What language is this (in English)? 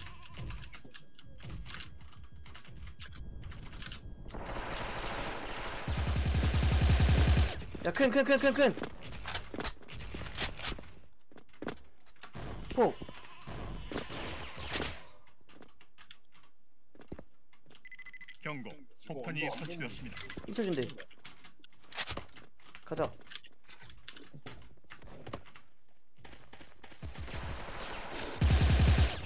Korean